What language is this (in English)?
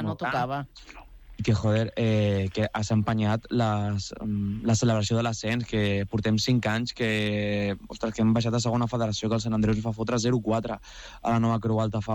Catalan